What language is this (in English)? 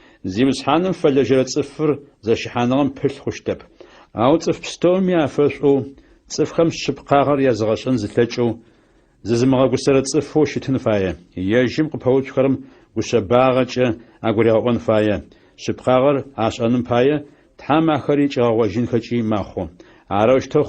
Adyghe